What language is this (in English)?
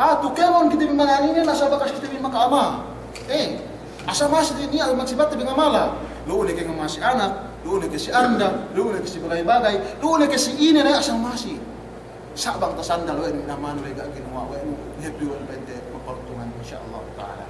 Yakan